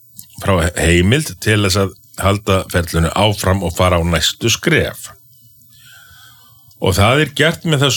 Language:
Icelandic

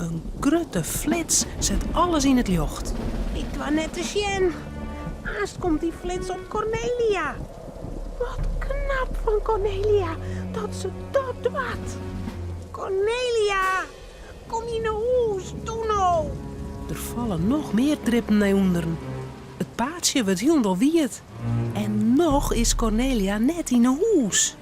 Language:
Western Frisian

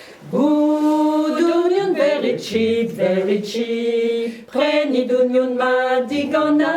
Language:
Breton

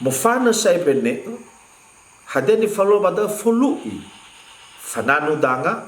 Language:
Nias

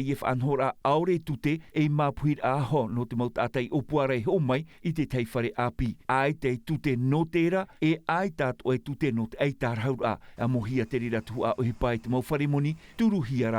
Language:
Tahitian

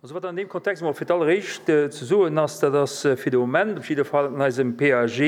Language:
Luxembourgish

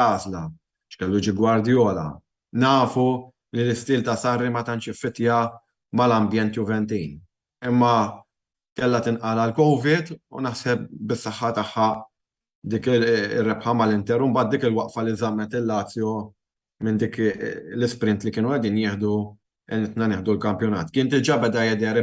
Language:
Maltese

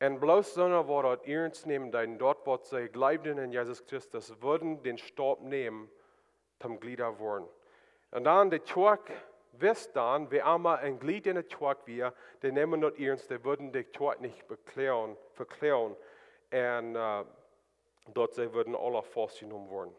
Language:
Plautdietsch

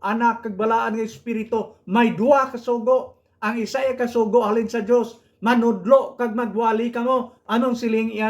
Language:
Hiligaynon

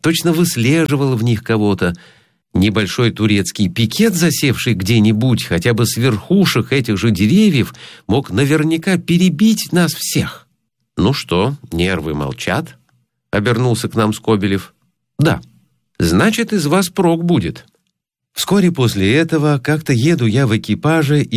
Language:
Russian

